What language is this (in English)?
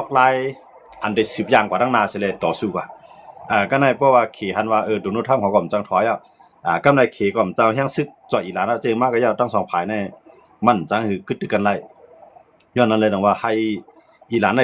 Shan